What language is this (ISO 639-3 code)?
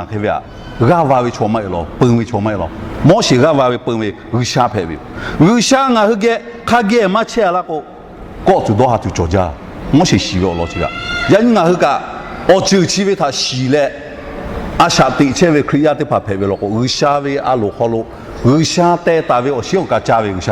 lhu